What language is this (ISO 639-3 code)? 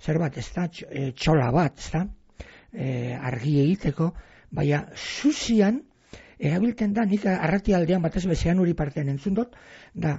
eus